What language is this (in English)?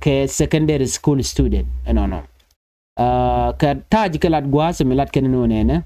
Nuer